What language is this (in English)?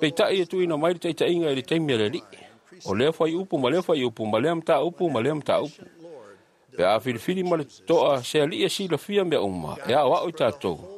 Samoan